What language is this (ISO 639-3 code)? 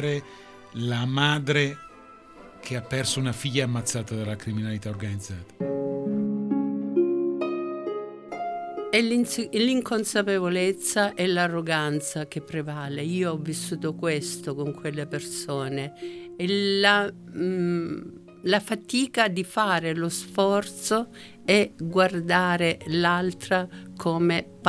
ita